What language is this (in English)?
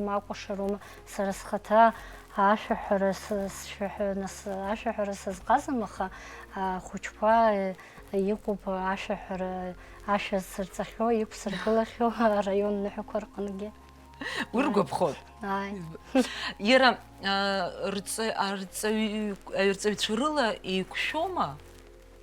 Abkhazian